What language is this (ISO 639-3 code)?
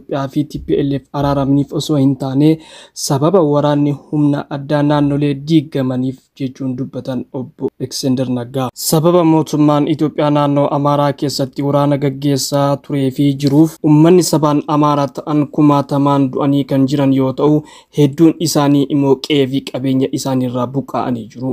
orm